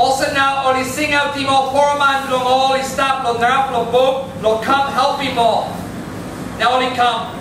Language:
Tok Pisin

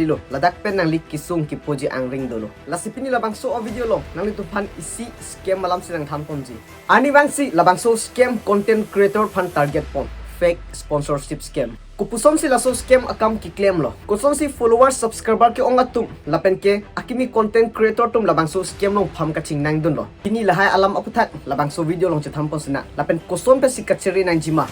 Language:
Karbi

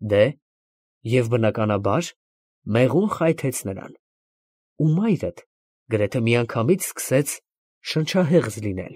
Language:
Armenian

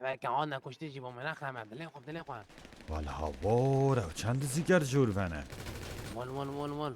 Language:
Kurdish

